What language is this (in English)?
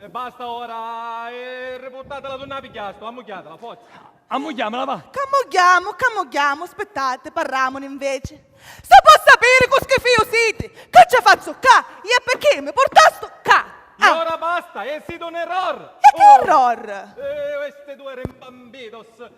Sicilian